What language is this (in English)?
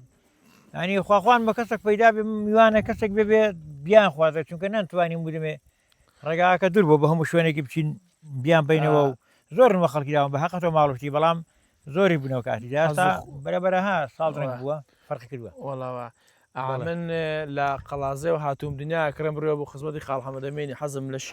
Central Kurdish